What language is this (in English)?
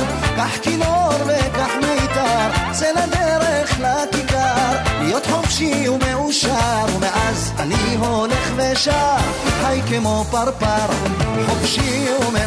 Hebrew